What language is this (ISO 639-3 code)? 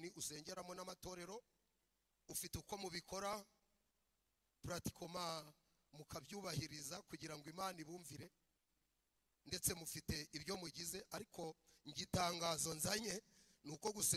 kin